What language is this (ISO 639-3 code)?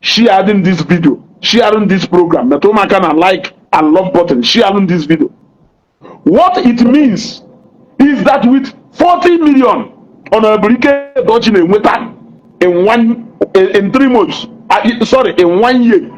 ibo